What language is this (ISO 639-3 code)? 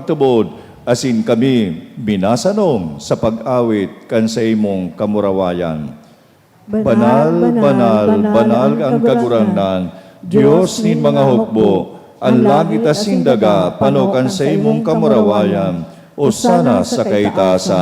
bik